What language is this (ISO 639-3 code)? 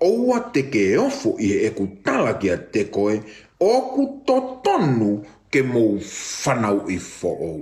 ton